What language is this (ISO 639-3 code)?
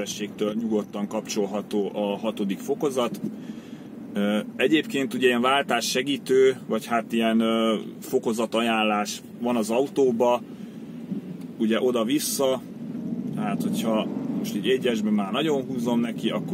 hun